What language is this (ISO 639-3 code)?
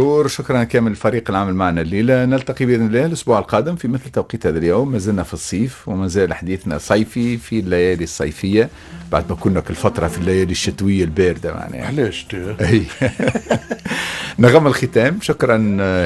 aeb